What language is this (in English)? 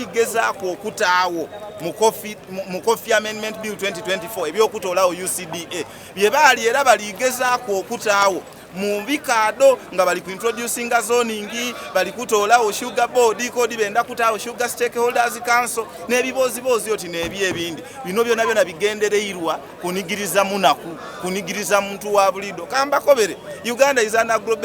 Soga